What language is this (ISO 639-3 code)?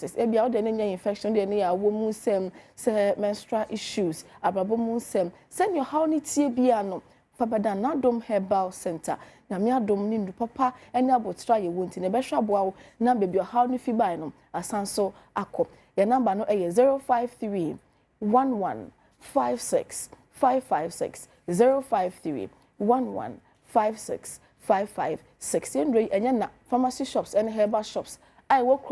aka